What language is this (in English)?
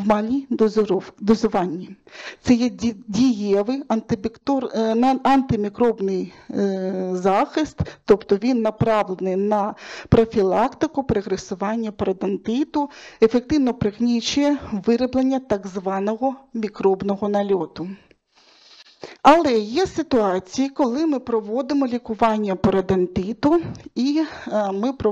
Ukrainian